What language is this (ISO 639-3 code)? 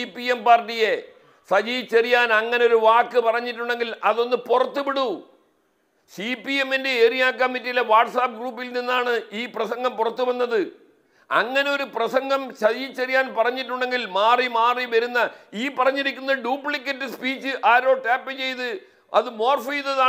mal